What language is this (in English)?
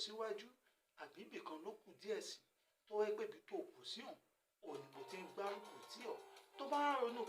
Yoruba